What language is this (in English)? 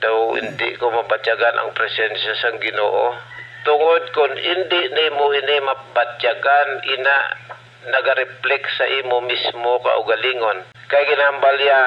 Hiligaynon